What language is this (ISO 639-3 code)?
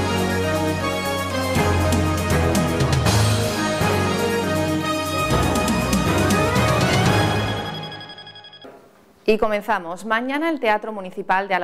spa